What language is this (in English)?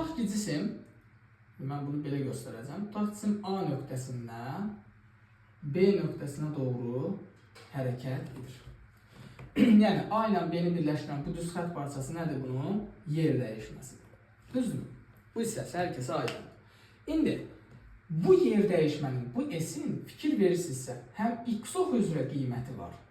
Azerbaijani